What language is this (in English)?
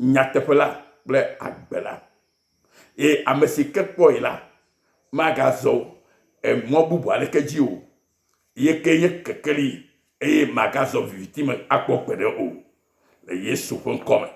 Ewe